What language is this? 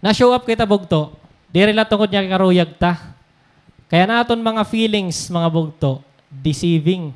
Waray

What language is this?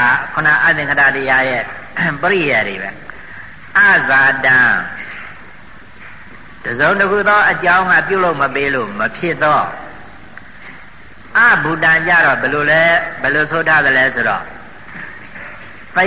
Burmese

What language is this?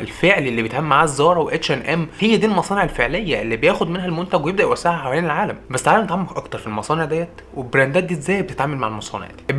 Egyptian Arabic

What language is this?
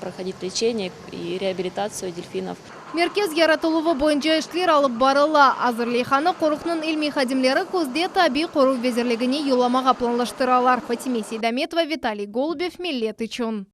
Crimean Tatar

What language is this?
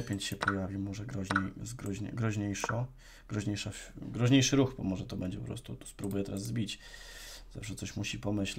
Polish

